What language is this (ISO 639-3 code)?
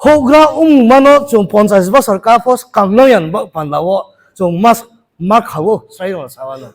ria